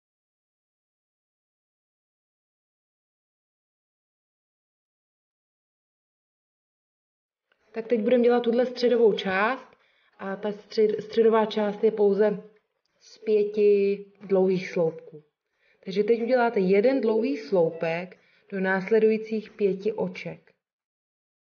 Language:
Czech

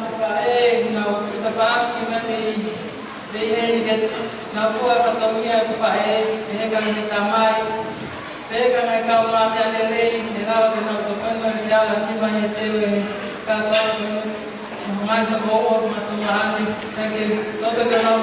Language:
Tongan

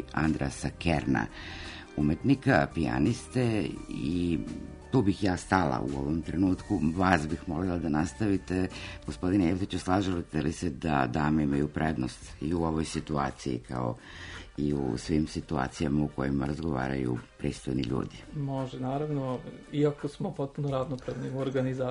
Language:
Serbian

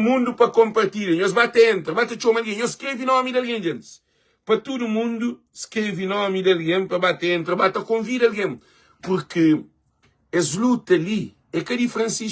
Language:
Kabuverdianu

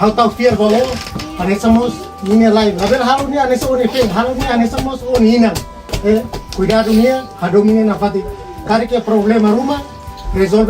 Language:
Tetum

